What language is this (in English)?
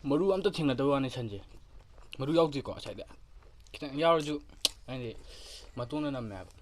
Manipuri